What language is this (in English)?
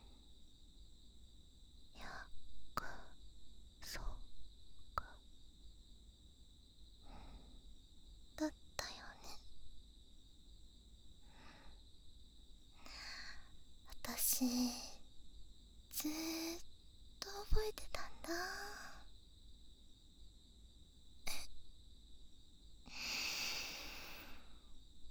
Japanese